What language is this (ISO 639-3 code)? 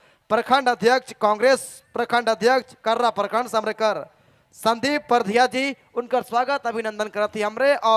sck